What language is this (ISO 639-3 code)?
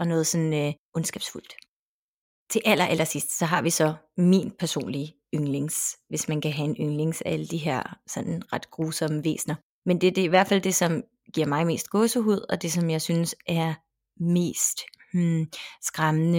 dan